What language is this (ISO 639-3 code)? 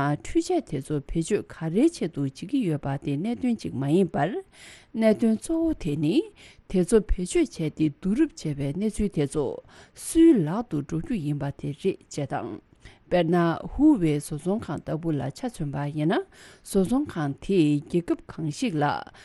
bod